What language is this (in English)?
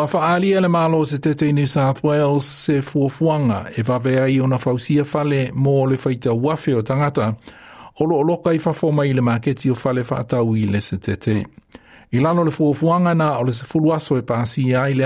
Samoan